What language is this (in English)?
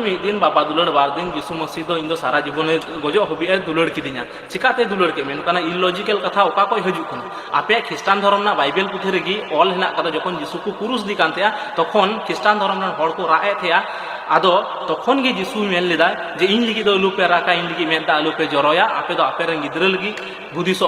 Santali